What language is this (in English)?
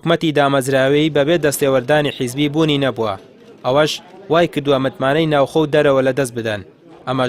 Central Kurdish